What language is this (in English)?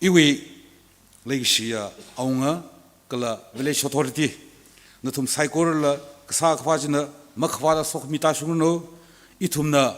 Tangkhul Naga (India)